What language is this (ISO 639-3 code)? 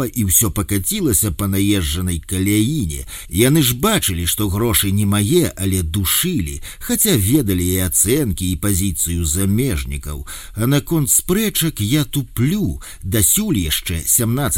bel